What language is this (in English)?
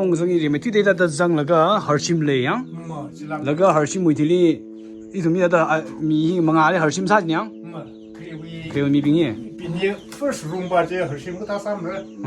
Tangkhul Naga (India)